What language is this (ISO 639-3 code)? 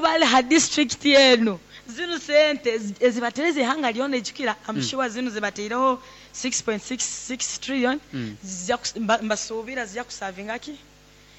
nyo